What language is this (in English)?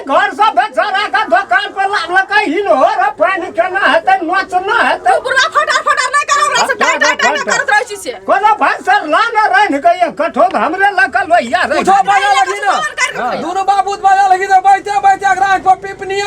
Maithili